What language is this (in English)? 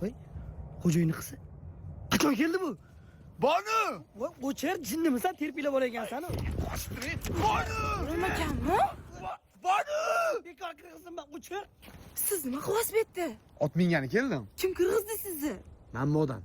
Uzbek